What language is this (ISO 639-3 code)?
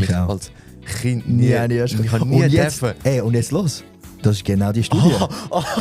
gsw